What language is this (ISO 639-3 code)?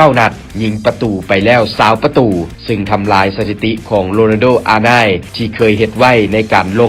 lao